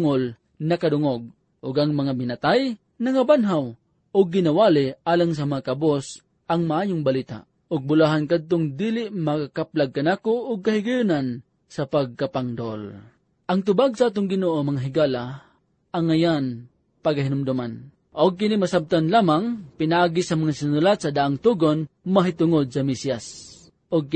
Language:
Cebuano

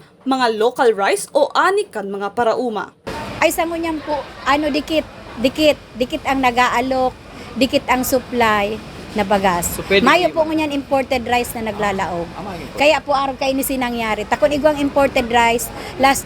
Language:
Bikol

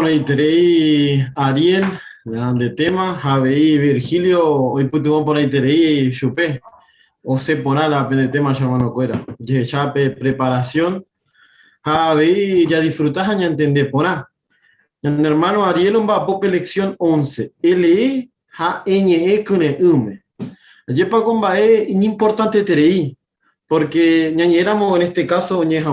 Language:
Guarani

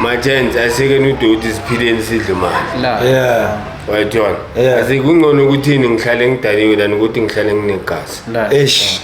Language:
Zulu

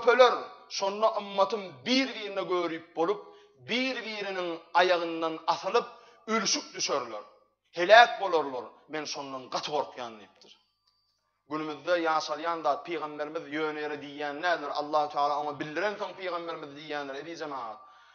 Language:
Turkmen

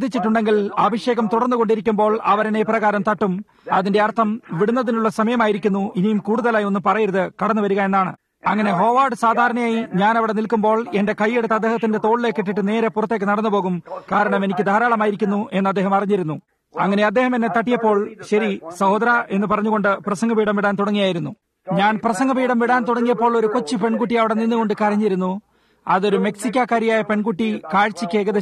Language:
Malayalam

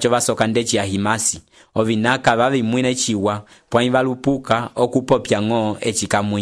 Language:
Umbundu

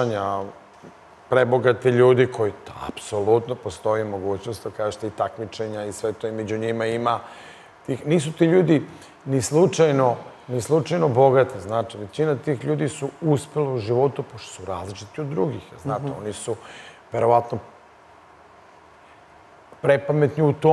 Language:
Serbian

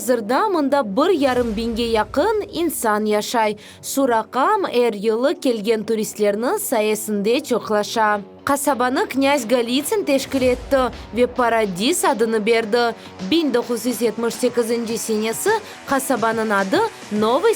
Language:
Crimean Tatar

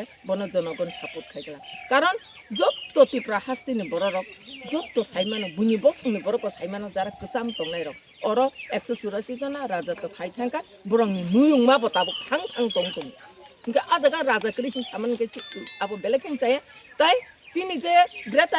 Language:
Kok Borok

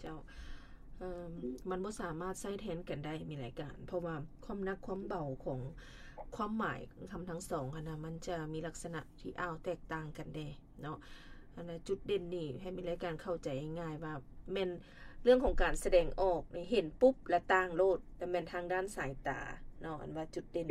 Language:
Lao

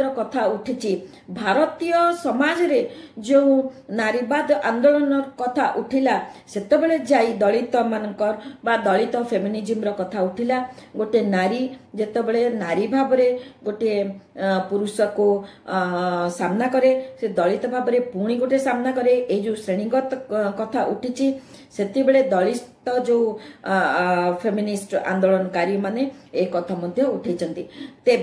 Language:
Odia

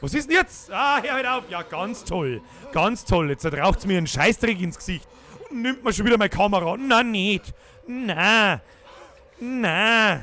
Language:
Bavarian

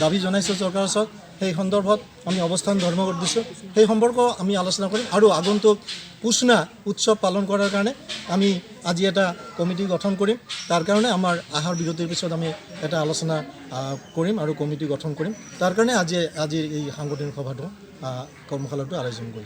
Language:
Assamese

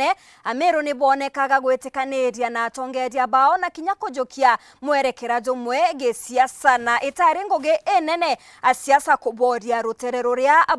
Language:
Meru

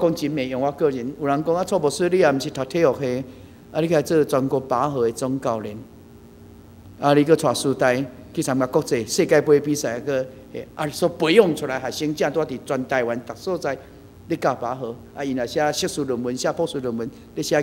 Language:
Min Nan Chinese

